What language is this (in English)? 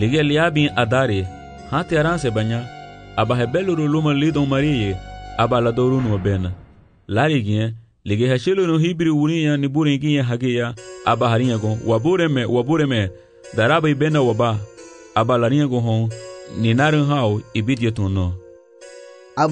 Garifuna